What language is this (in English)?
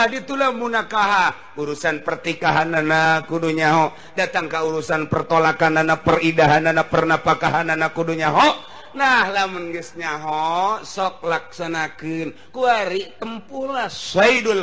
Sundanese